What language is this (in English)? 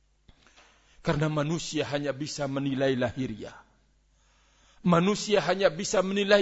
Indonesian